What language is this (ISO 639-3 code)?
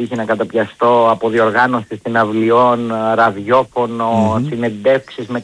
ell